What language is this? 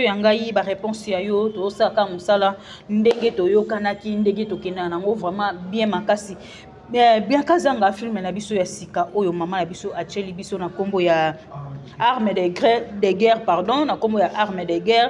Lingala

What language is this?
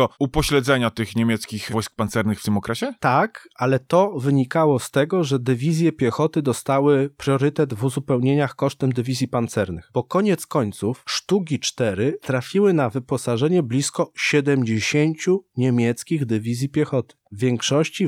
Polish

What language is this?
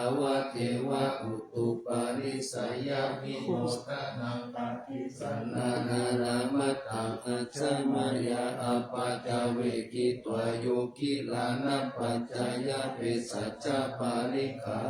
Pali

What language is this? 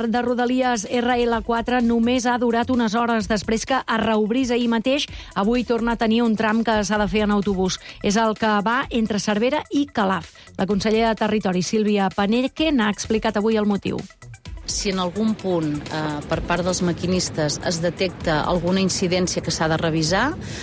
Catalan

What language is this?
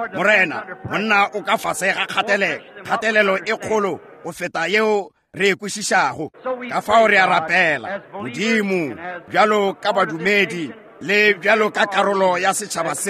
Northern Sotho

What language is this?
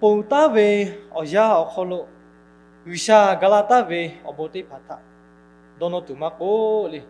Lahu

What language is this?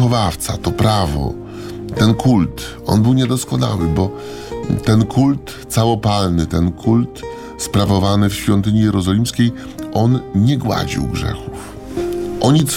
Polish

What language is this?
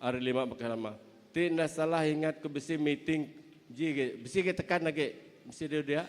Iban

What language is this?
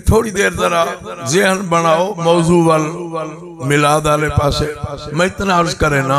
Saraiki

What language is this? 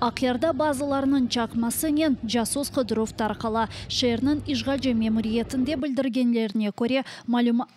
Crimean Tatar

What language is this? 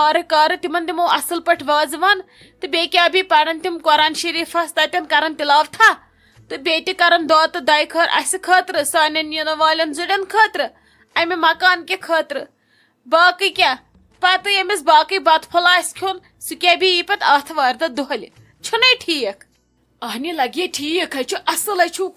Kashmiri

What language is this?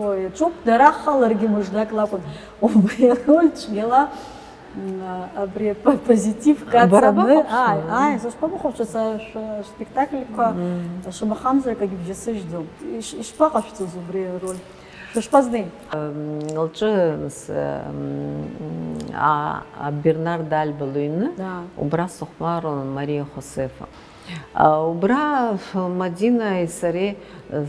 Abkhazian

